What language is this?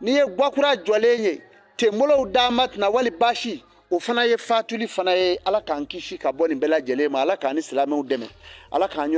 Bambara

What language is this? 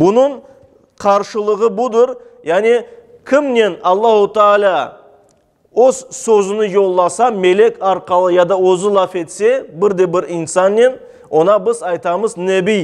Crimean Tatar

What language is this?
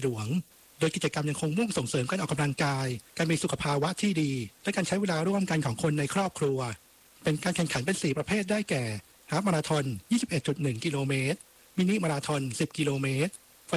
Thai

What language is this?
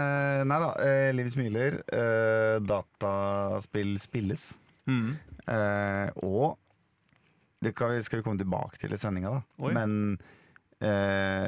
Norwegian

